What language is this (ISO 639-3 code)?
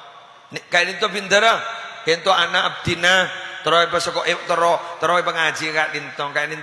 mad